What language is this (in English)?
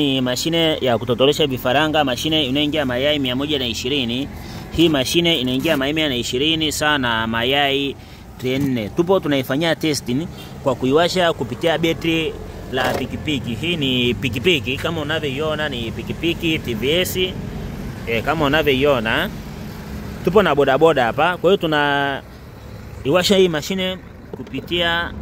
Swahili